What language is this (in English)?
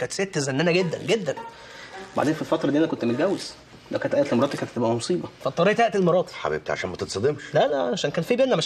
Egyptian Arabic